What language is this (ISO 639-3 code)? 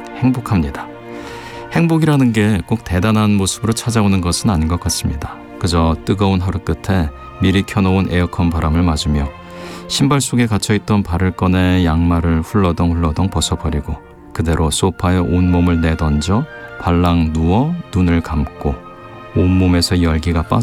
kor